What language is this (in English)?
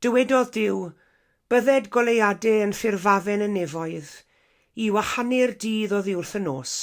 Welsh